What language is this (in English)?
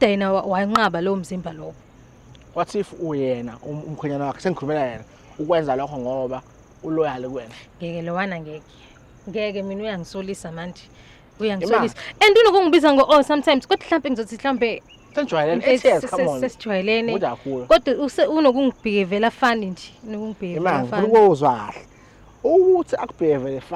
Zulu